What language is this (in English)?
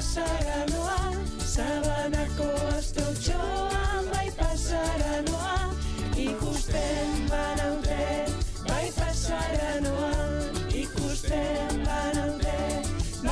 Basque